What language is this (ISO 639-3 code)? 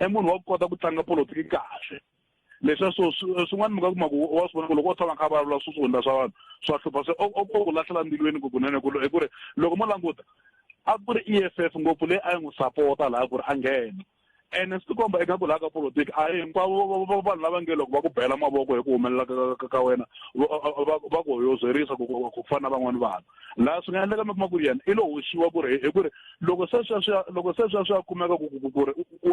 tso